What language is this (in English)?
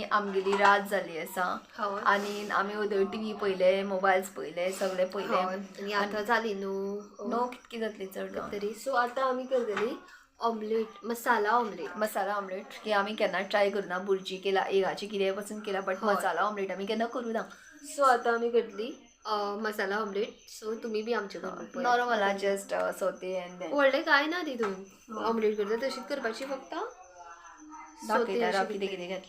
Konkani